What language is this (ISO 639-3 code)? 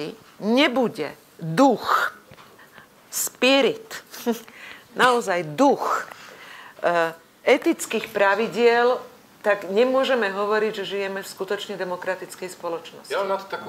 slk